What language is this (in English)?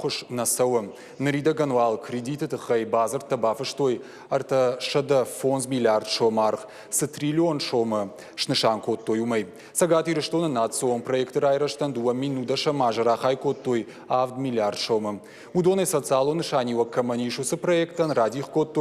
Ossetic